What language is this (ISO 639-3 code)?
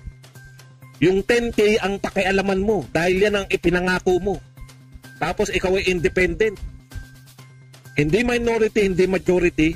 fil